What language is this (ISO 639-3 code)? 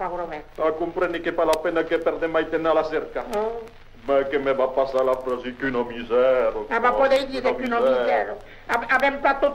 oci